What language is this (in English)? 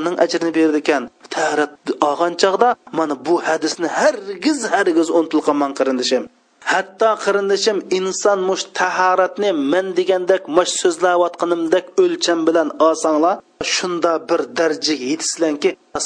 Uyghur